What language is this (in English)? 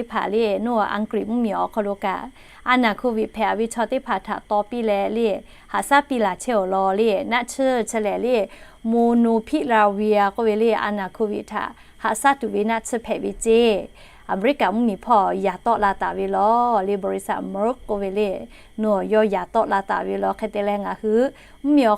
Lahu